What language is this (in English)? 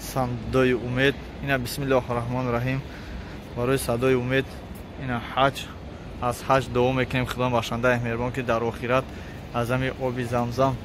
Tajik